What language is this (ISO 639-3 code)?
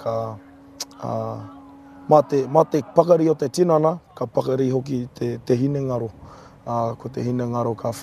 mri